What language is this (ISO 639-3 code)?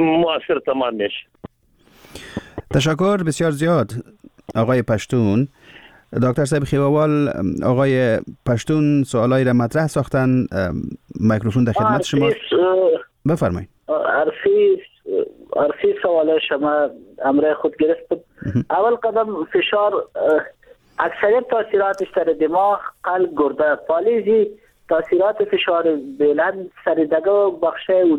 fas